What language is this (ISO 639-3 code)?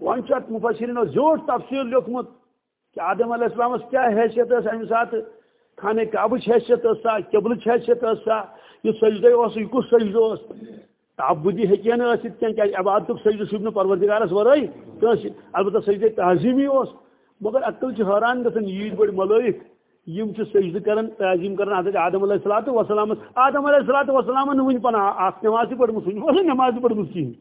kas